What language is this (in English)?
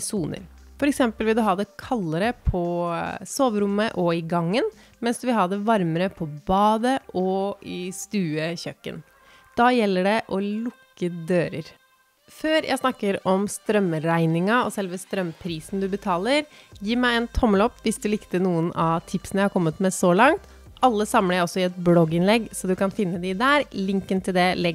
Norwegian